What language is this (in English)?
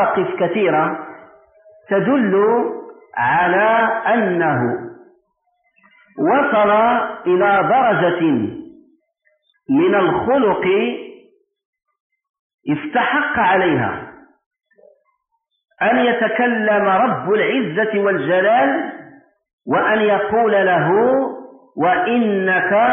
Moroccan Arabic